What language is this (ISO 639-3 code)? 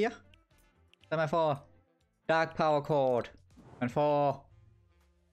dan